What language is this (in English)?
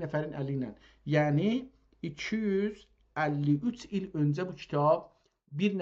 South Azerbaijani